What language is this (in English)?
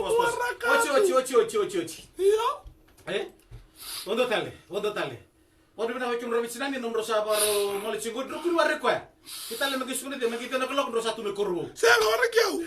Fijian